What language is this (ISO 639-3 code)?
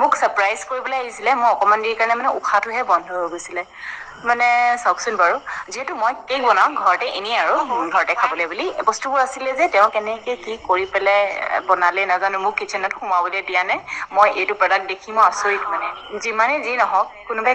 asm